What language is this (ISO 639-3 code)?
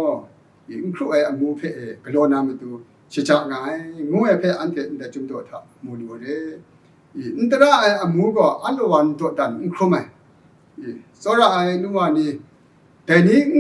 kac